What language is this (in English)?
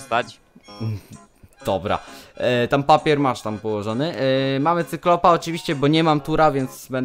Polish